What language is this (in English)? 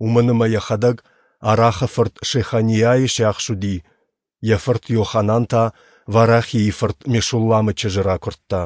Ossetic